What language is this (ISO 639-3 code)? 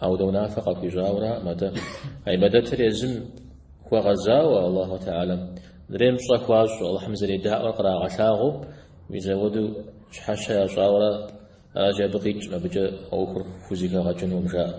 kbd